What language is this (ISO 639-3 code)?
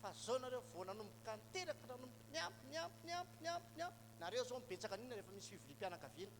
mlg